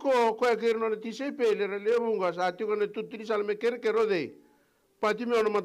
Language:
Fijian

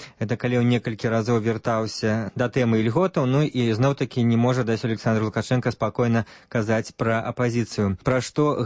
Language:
Belarusian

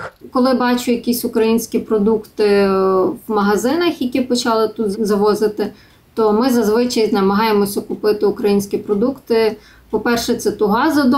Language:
Ukrainian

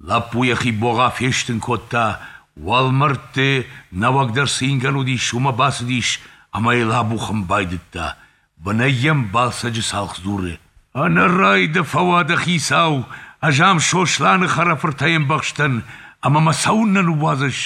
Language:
Ossetic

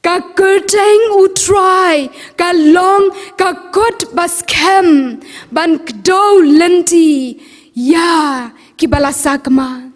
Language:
Khasi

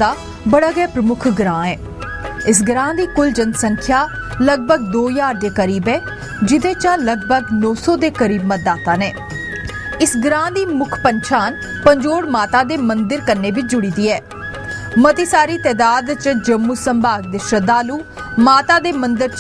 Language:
Dogri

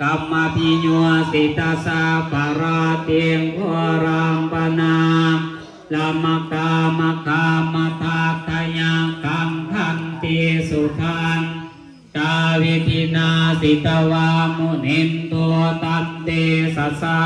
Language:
Northeastern Thai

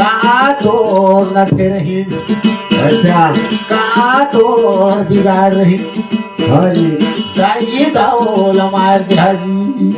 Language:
Chhattisgarhi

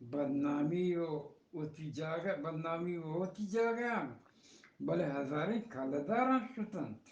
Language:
Eastern Balochi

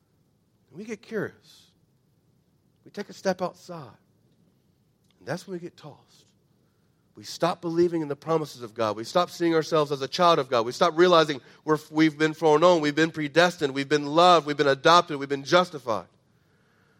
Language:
English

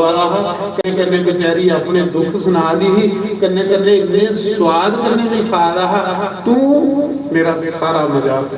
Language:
Dogri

